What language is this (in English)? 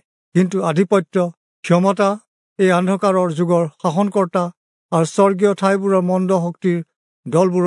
Assamese